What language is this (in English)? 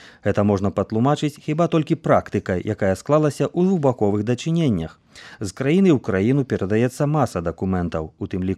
Belarusian